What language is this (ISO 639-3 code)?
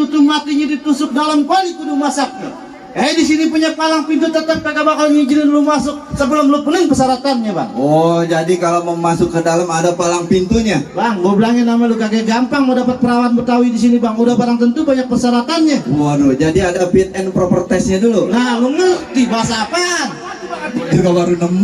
bew